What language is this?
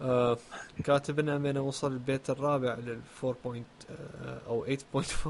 Mesopotamian Arabic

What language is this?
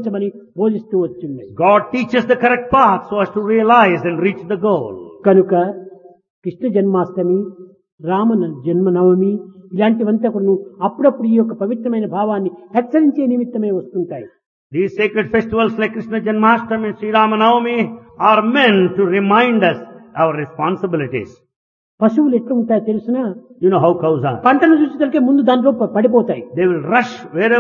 Telugu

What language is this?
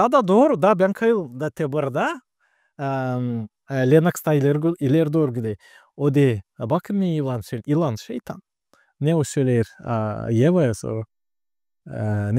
Gagauz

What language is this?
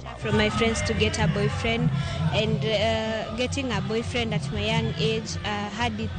Luo (Kenya and Tanzania)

